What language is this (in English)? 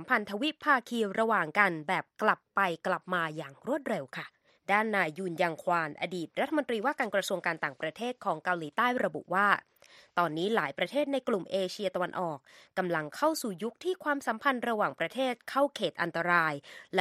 Thai